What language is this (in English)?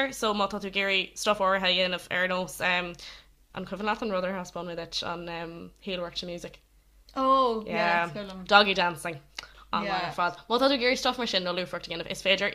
Irish